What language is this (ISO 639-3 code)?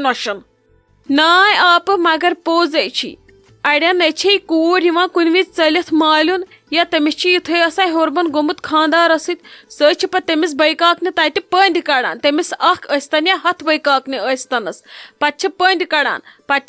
kas